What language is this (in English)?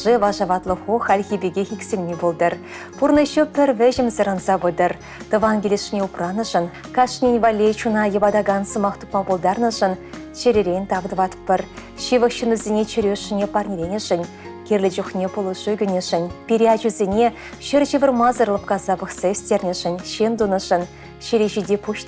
Chuvash